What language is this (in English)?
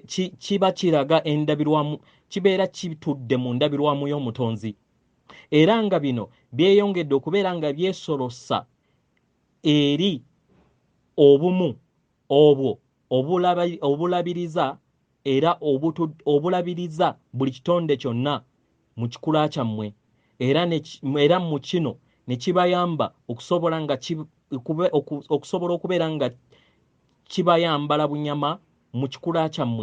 Ganda